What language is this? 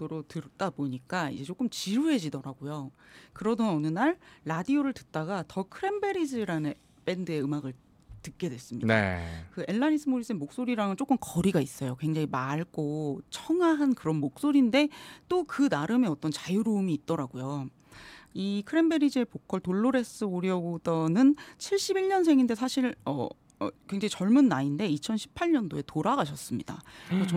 Korean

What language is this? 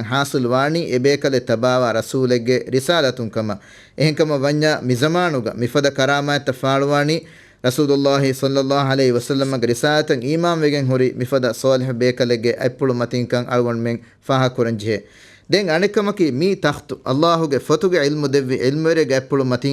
Divehi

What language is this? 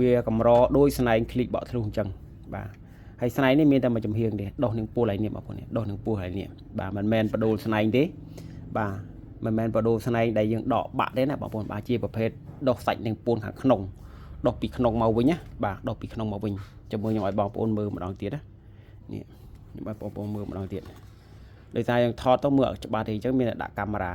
Khmer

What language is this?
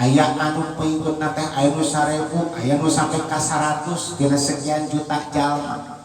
Sundanese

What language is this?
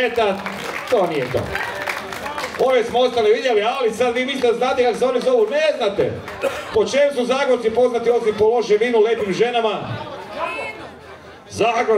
Croatian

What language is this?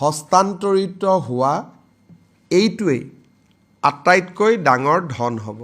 Assamese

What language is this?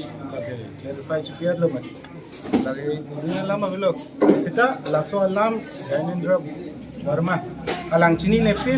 Karbi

